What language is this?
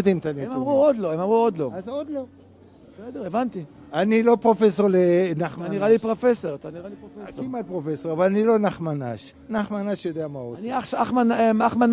Hebrew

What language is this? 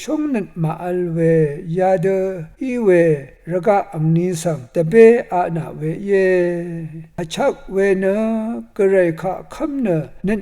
Rawang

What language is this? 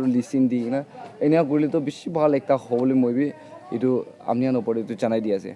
Naga Pidgin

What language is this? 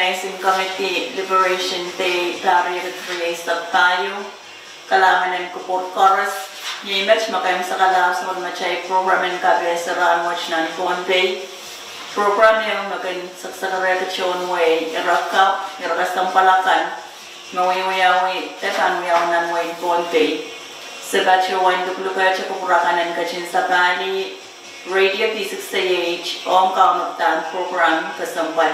Pohnpeian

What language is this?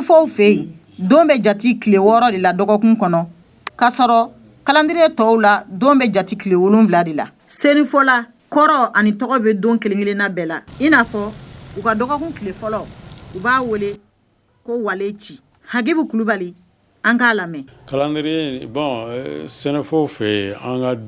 Bambara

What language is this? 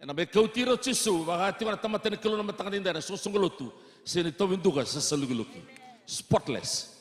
Fijian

